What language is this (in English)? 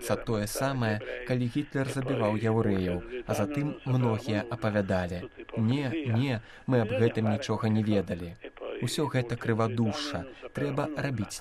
Belarusian